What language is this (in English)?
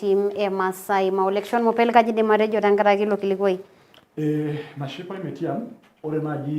Masai